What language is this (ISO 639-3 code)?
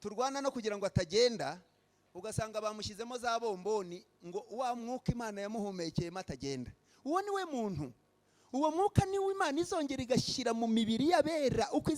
kin